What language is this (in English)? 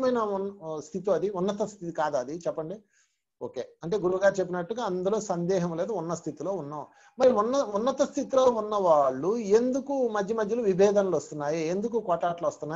Telugu